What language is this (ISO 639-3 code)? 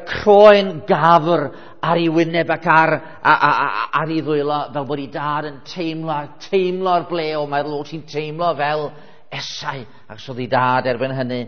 cym